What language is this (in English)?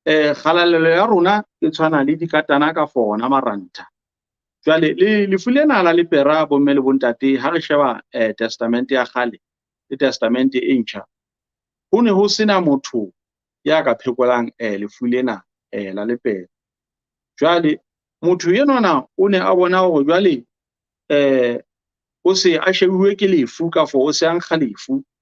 Southern Sotho